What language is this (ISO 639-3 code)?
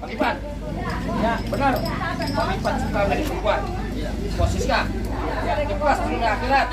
bew